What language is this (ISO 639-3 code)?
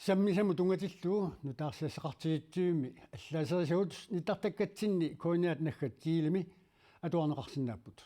kal